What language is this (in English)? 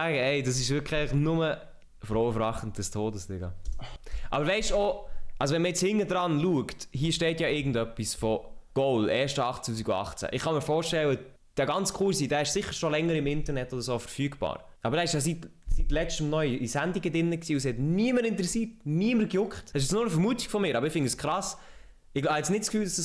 Swiss German